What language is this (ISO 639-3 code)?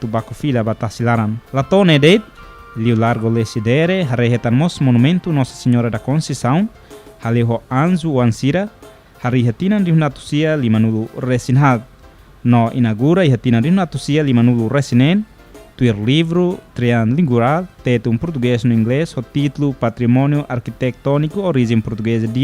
tet